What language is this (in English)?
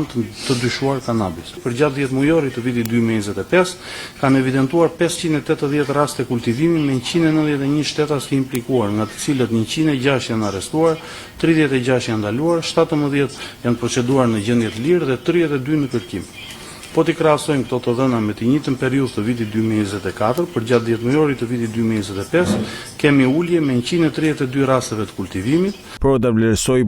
Albanian